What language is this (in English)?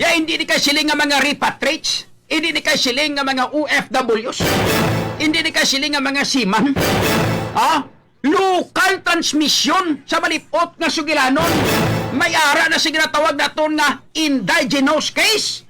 Hiligaynon